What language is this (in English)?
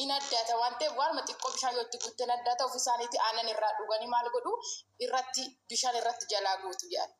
Oromo